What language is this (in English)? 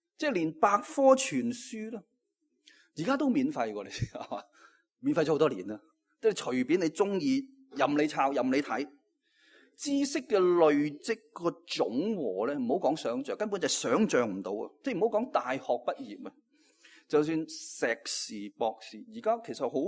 Cantonese